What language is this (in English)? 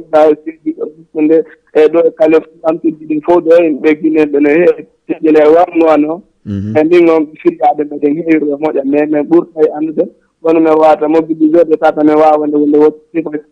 Fula